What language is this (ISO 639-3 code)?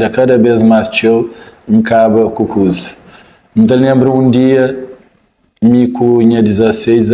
kea